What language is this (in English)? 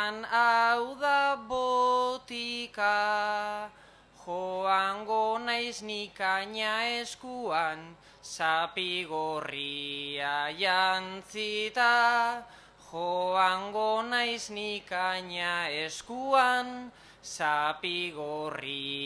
Basque